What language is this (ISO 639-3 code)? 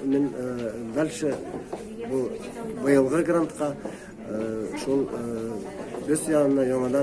bak